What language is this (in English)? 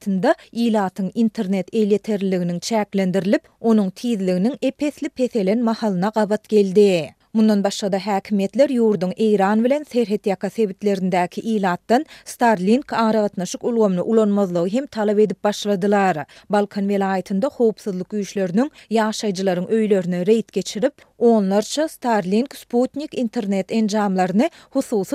Turkmen